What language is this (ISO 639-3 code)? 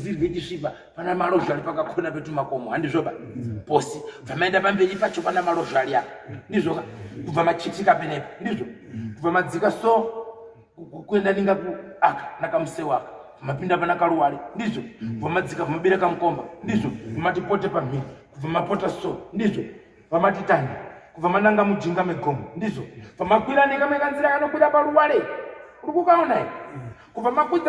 sna